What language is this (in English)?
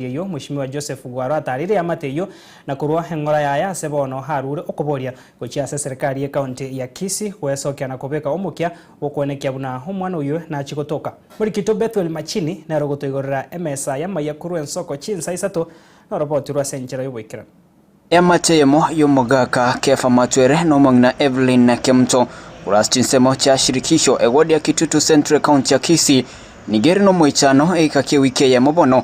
Gusii